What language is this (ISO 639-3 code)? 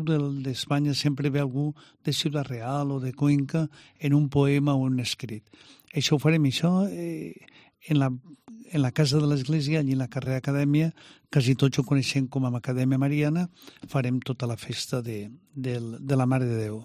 cat